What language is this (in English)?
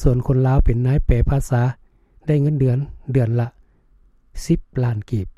Lao